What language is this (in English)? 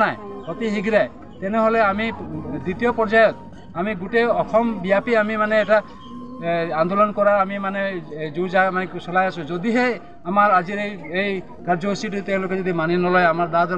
Assamese